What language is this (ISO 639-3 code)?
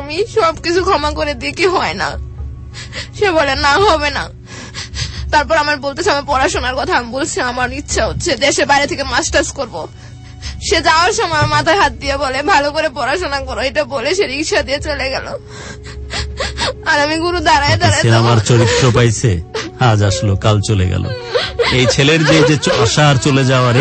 ben